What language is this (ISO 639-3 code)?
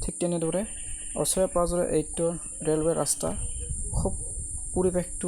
asm